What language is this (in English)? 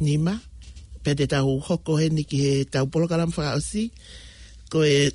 Tongan